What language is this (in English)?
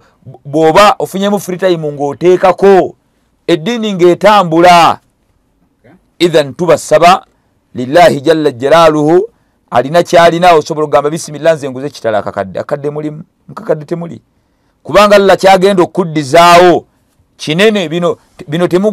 Ganda